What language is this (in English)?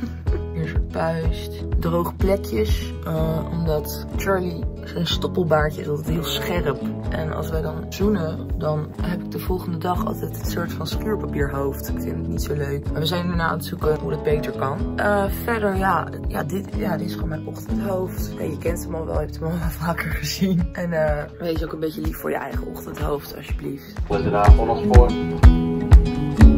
Dutch